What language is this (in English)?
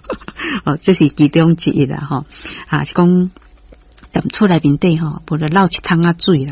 Min Nan Chinese